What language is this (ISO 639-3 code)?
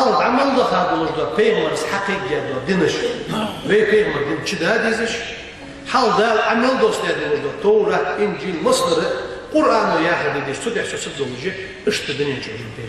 inh